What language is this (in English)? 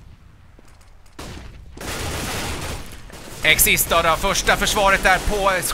Swedish